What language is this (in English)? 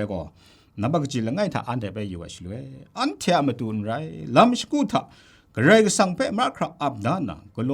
Kachin